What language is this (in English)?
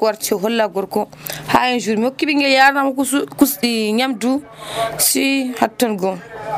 Nigerian Fulfulde